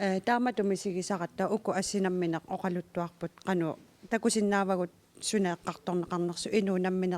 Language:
Kalaallisut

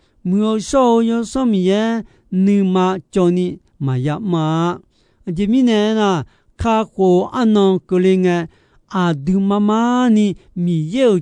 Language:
Akha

